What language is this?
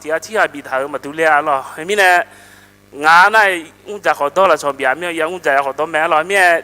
Akha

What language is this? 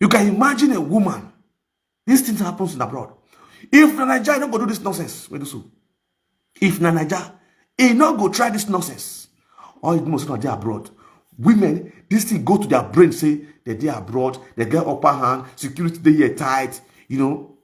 Nigerian Pidgin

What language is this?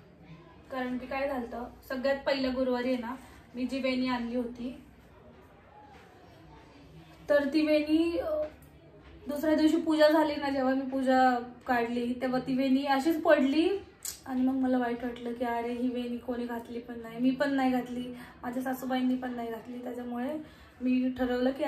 Marathi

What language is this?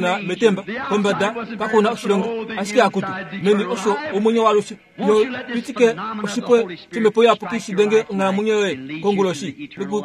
Kuanyama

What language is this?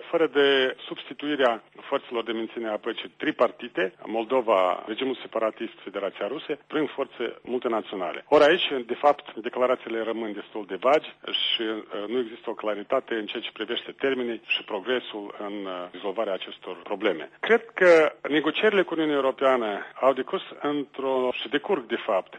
Romanian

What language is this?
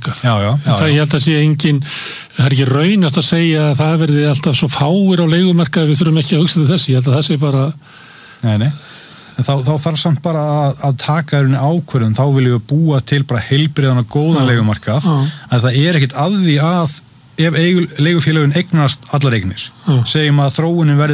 Icelandic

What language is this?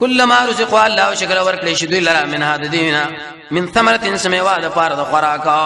Pashto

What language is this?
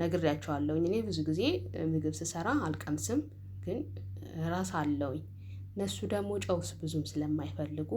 Amharic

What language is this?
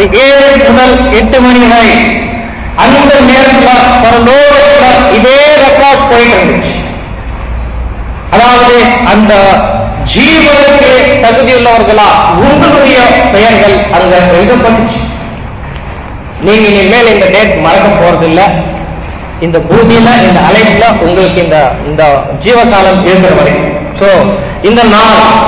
Tamil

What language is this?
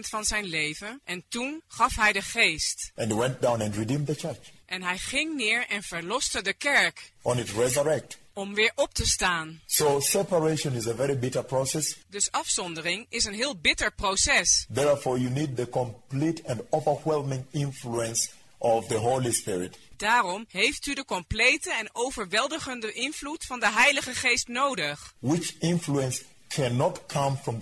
Dutch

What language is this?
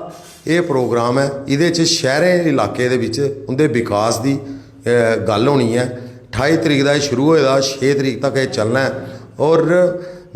Dogri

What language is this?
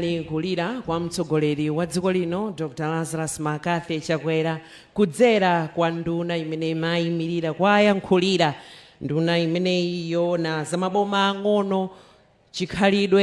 Nyanja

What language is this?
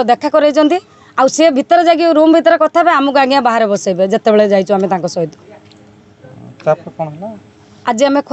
Odia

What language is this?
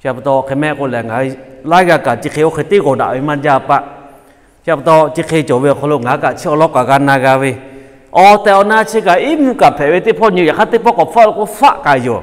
Lahu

